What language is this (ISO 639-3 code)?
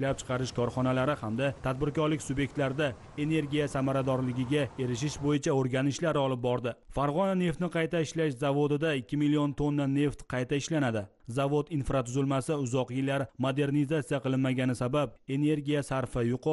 uzb